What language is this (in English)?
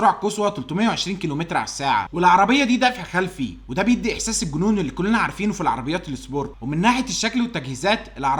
Egyptian Arabic